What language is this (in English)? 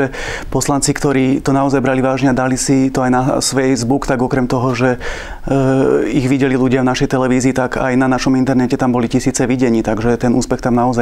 Slovak